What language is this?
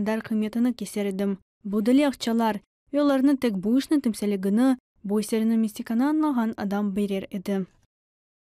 Crimean Tatar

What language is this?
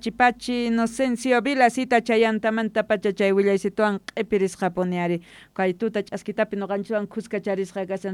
South Bolivian Quechua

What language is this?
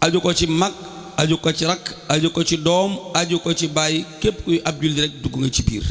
Wolof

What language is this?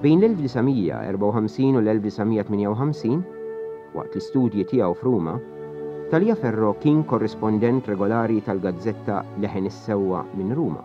Maltese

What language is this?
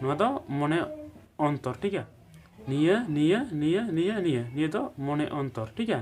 Santali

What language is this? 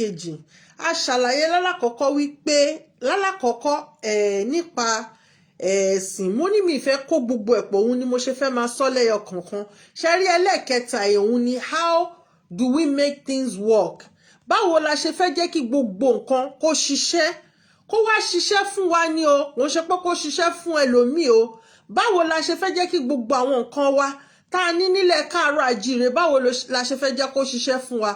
Yoruba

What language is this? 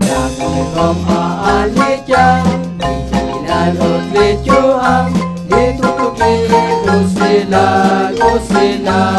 Kekchí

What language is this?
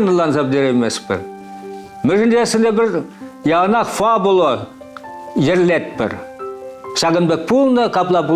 Chuvash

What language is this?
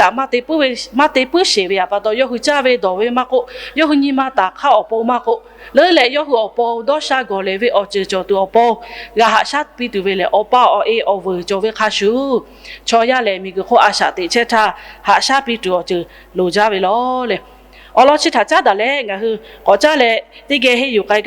Lahu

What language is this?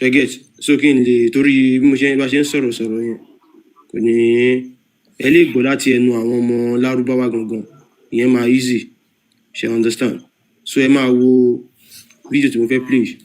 Yoruba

